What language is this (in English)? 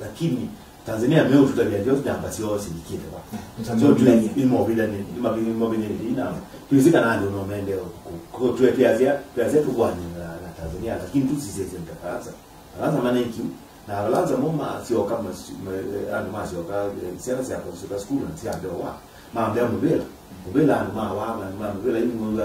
Kamba